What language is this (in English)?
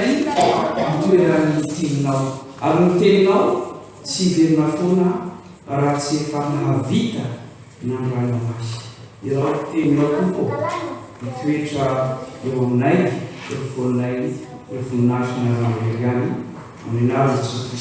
Malagasy